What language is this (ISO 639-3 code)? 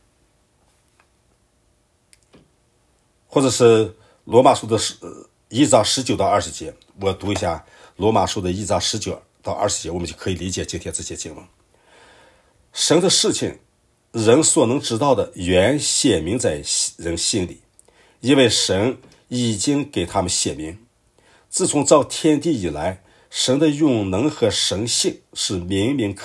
zho